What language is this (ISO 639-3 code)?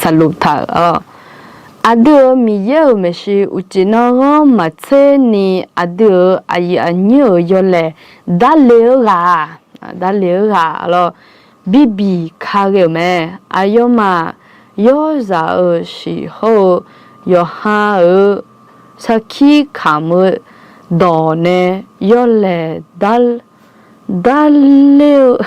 ahk